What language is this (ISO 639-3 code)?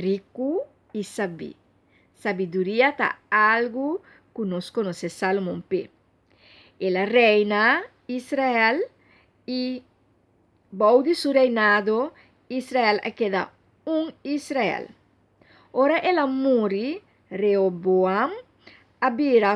pap